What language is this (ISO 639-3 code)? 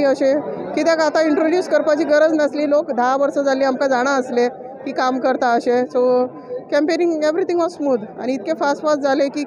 kok